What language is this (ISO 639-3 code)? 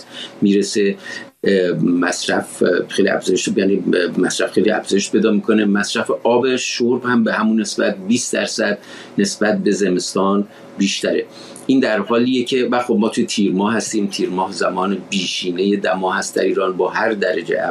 fas